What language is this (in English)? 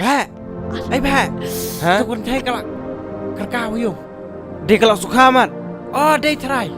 Khasi